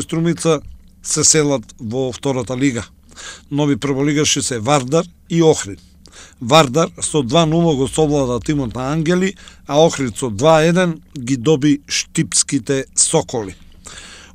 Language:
Macedonian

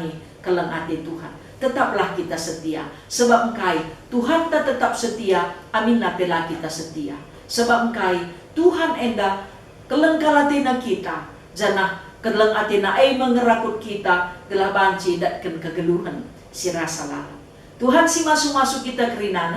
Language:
Batak Karo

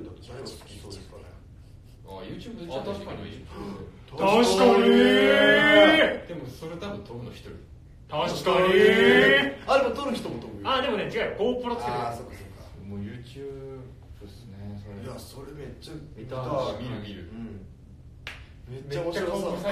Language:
Japanese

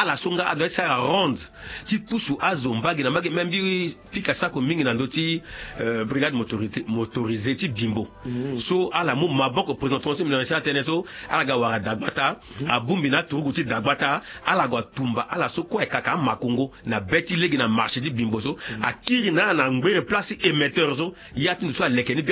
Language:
Sango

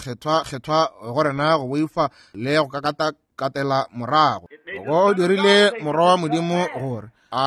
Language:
Northern Sotho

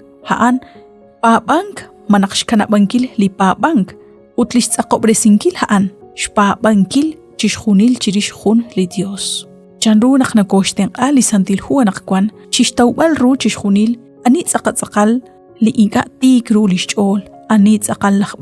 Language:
Kekchí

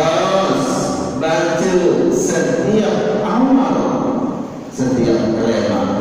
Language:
Sasak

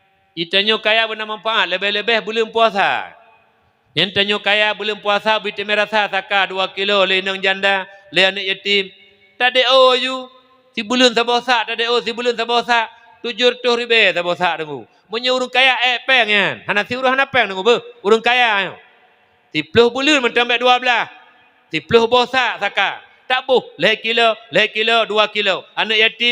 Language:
Achinese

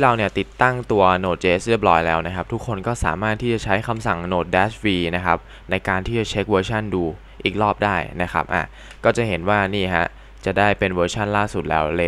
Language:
Thai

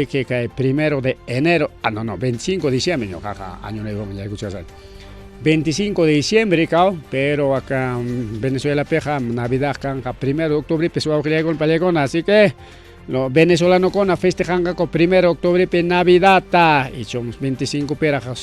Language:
Ayacucho Quechua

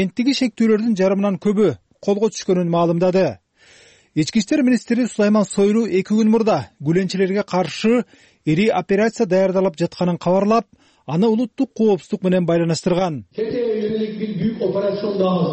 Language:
Kyrgyz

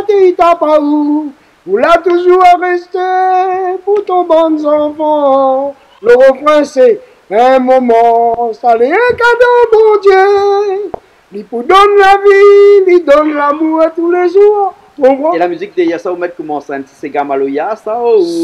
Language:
Réunion Creole French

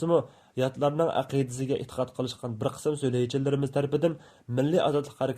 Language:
Uyghur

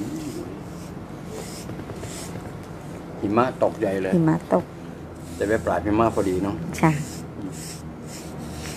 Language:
Thai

